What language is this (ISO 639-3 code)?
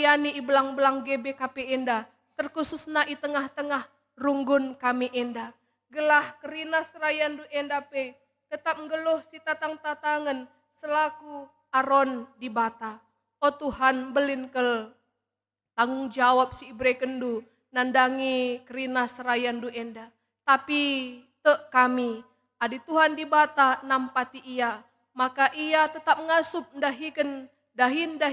btx